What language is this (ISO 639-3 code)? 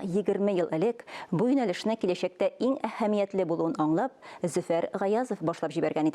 tat